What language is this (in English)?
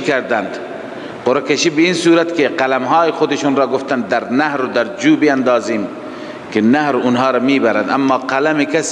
Persian